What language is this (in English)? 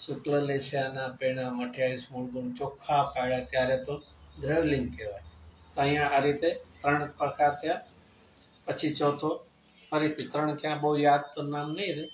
Gujarati